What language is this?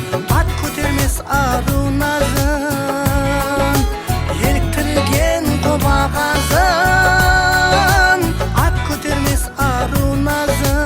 Kara-Kalpak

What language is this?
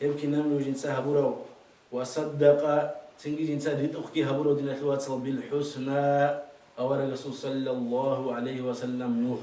Avaric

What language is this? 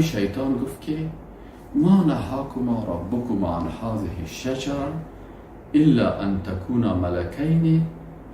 Persian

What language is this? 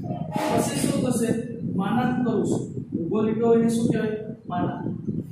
Gujarati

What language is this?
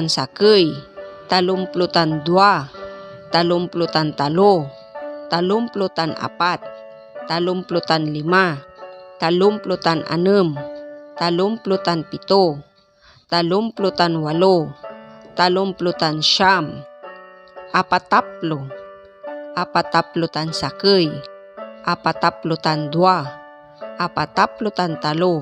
Pangasinan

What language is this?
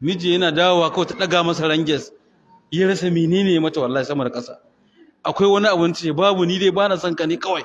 Hausa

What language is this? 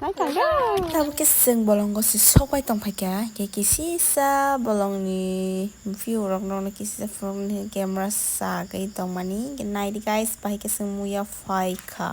Kok Borok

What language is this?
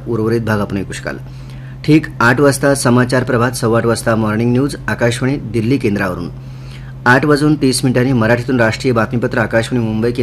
Marathi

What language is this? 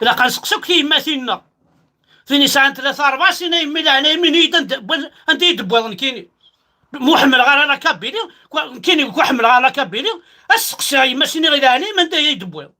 Kabyle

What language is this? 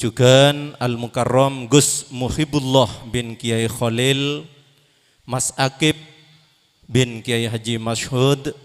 Madurese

